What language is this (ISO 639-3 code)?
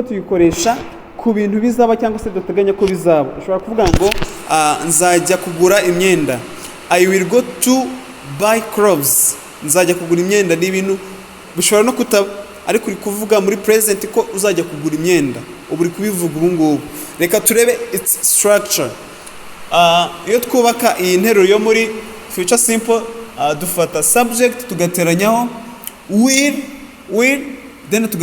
kin